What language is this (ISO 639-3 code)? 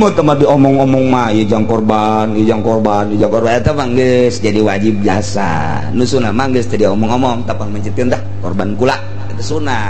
sun